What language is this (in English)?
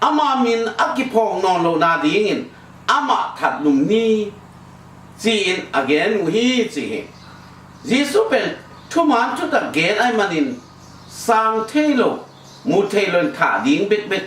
Tedim Chin